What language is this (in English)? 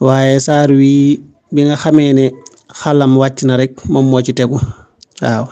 Wolof